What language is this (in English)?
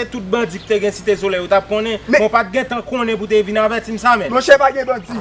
Haitian Creole